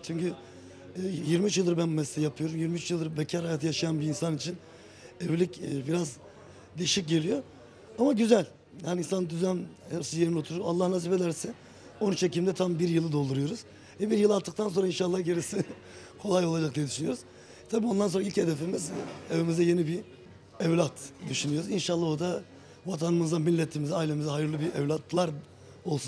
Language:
Turkish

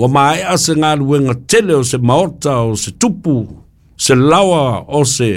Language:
Samoan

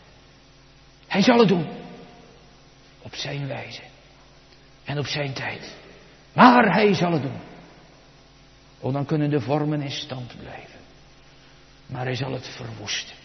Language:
Dutch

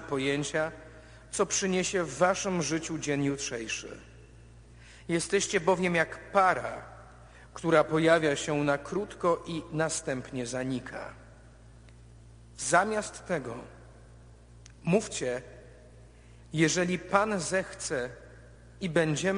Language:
Polish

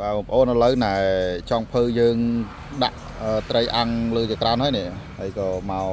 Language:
Khmer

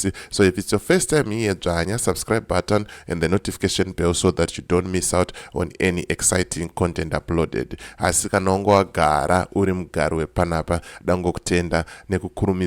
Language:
Shona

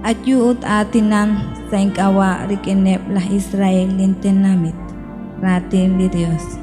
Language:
Kekchí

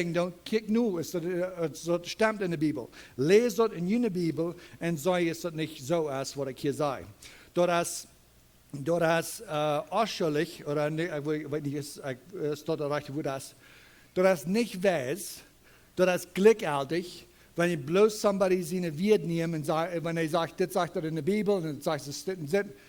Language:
Plautdietsch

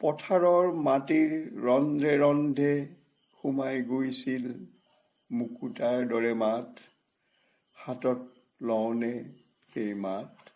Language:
Assamese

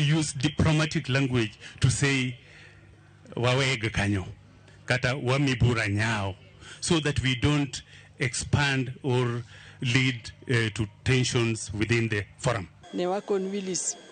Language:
Luo (Kenya and Tanzania)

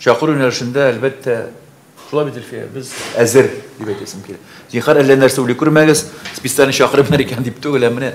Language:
Tatar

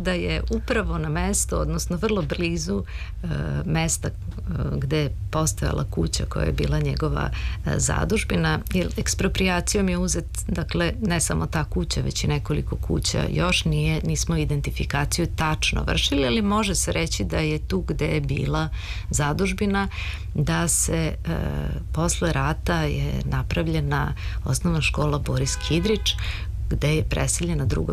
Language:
Serbian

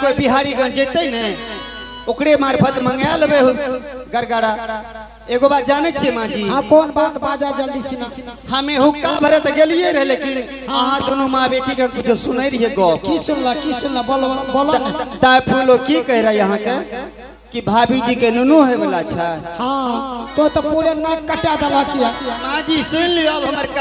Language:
Angika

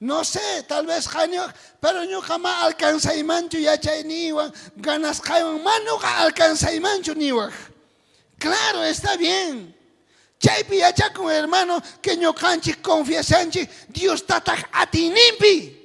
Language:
South Bolivian Quechua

